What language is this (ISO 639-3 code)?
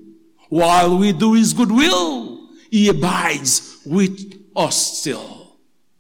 hat